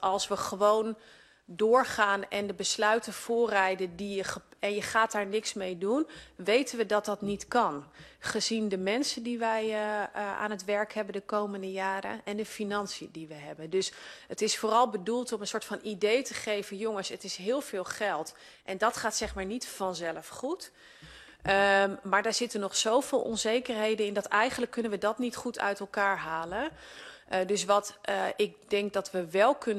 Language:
Dutch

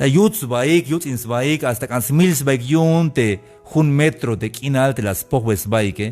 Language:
Tzeltal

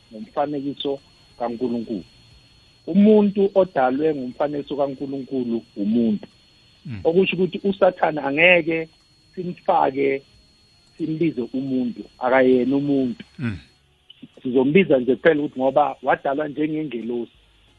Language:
South Ndebele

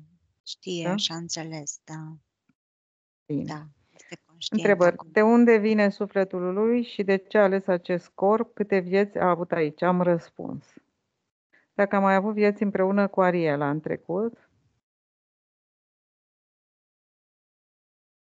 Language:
Romanian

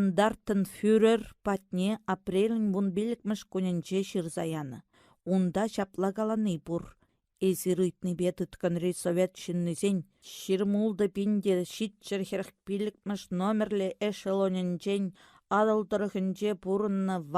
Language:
Chuvash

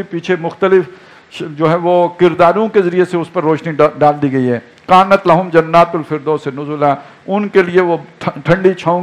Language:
Urdu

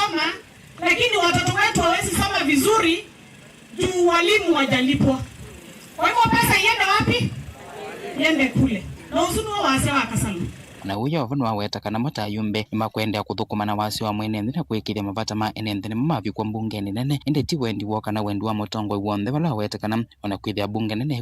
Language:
Kamba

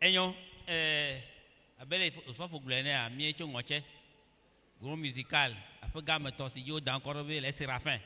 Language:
Ewe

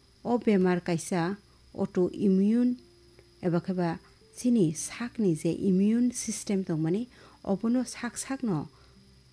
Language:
Kok Borok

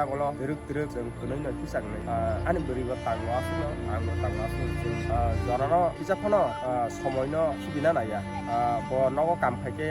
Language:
Kok Borok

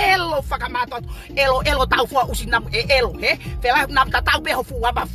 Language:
Tongan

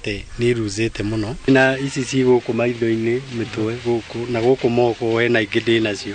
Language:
Kikuyu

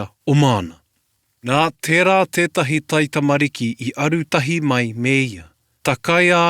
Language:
Māori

